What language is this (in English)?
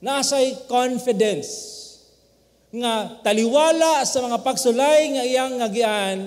Cebuano